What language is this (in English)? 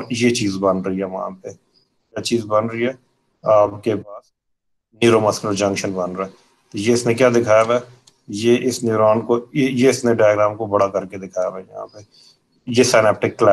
Hindi